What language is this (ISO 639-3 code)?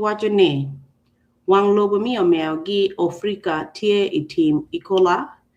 ach